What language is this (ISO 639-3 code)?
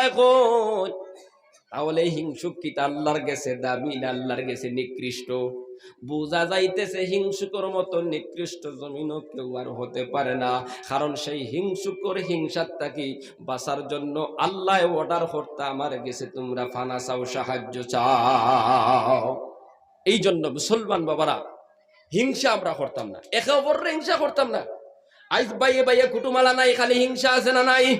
syl